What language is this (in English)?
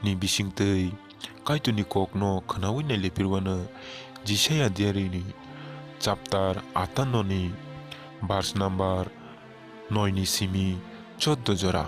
Kok Borok